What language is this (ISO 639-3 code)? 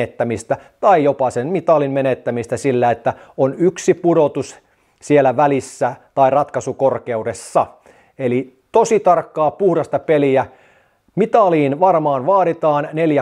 fin